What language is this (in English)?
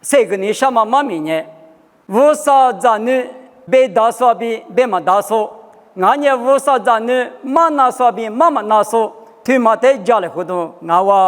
Lisu